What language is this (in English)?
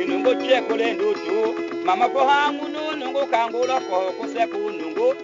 Tetela